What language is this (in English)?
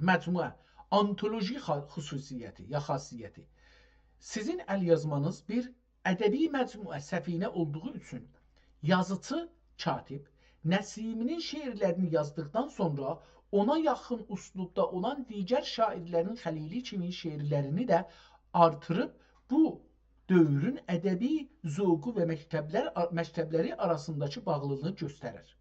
South Azerbaijani